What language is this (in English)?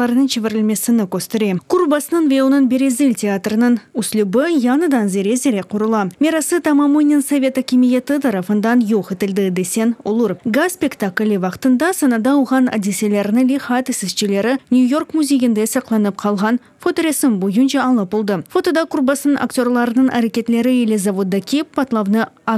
Crimean Tatar